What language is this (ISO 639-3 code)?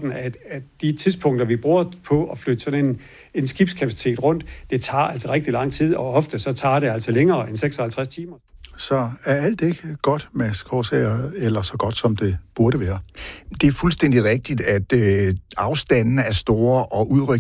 dan